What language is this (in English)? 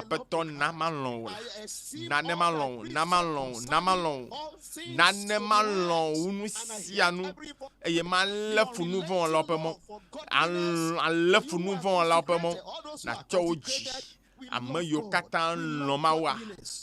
Ewe